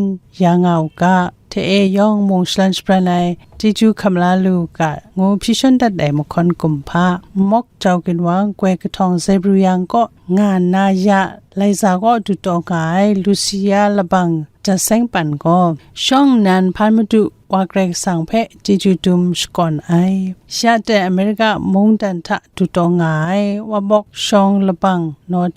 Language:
Kachin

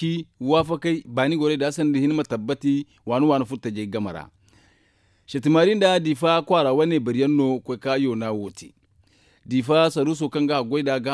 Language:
Zarma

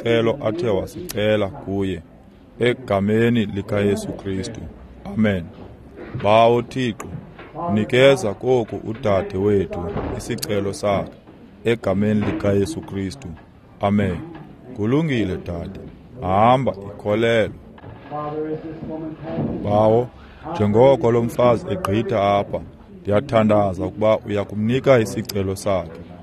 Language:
Xhosa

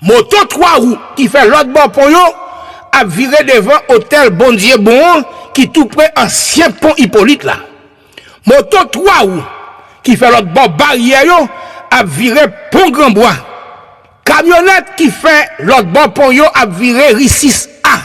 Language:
Haitian Creole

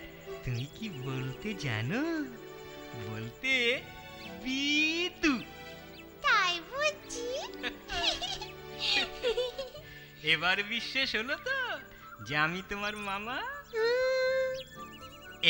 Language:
Bangla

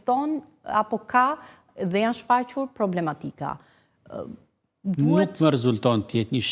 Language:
Albanian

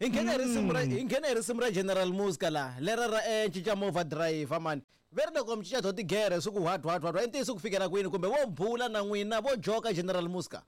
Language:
Tsonga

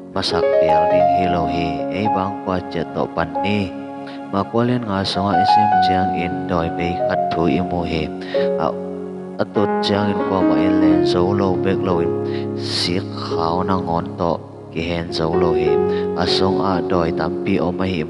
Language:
Tedim Chin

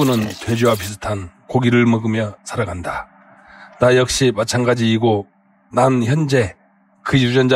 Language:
Korean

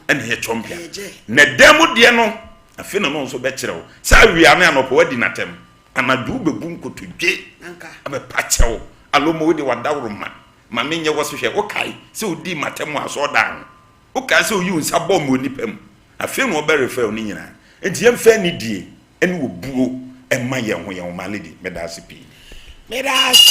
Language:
Akan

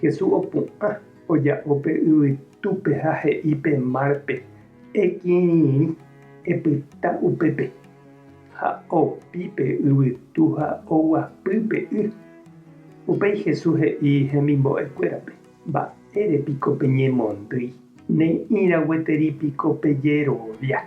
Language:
Guarani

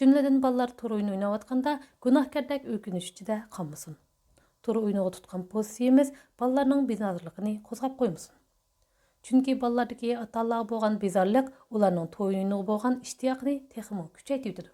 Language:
Uyghur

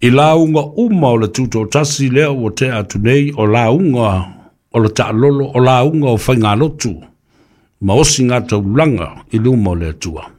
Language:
Samoan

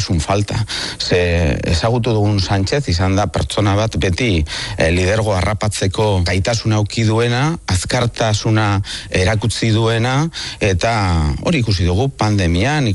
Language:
Basque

